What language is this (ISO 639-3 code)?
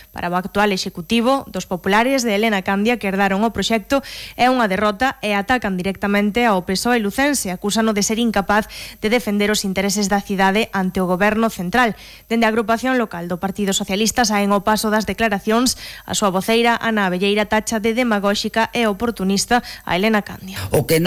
glg